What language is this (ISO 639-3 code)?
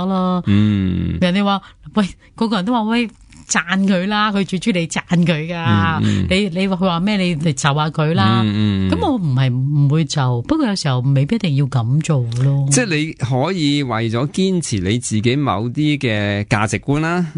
yue